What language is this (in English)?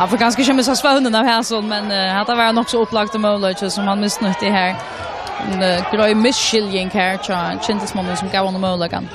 Faroese